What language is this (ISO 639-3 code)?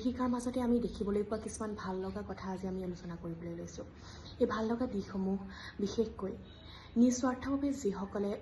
asm